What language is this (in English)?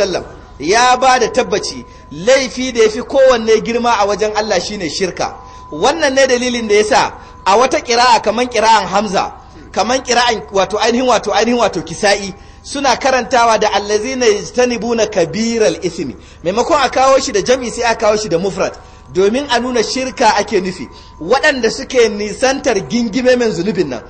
Hausa